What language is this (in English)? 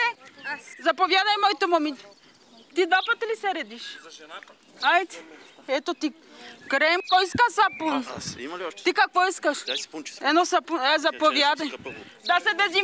Bulgarian